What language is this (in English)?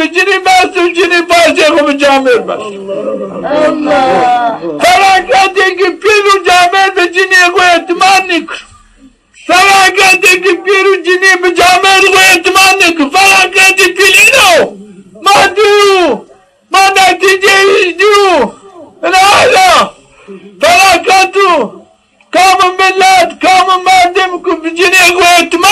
Zaza